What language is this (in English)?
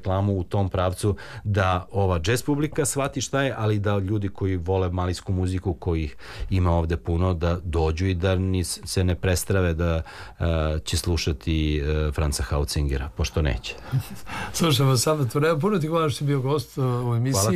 Serbian